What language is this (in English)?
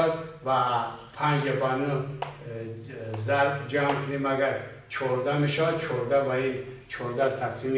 Tajik